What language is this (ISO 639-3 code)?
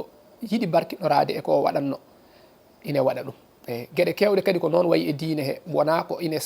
ful